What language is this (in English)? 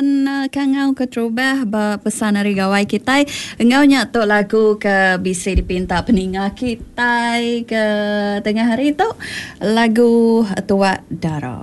Iban